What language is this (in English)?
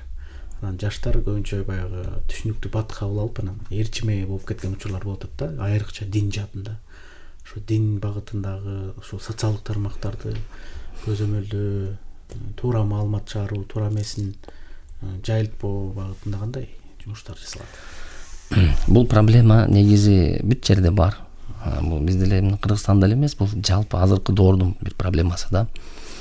Kyrgyz